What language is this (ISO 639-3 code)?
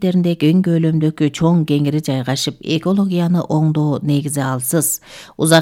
kir